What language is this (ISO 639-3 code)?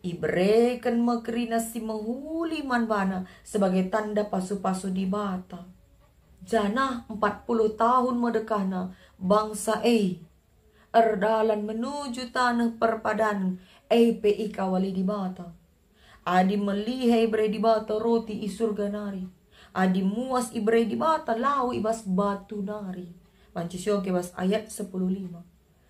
btx